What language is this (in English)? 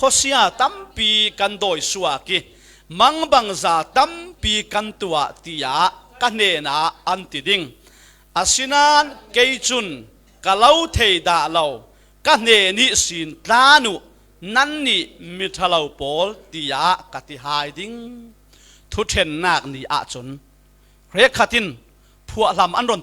Falam Chin